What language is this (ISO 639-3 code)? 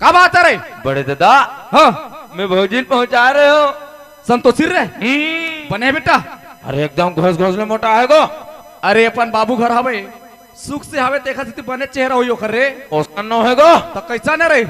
hne